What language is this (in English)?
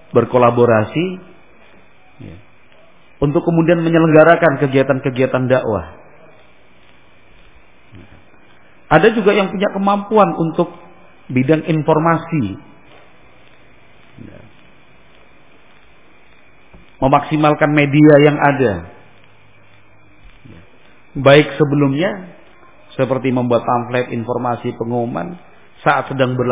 Indonesian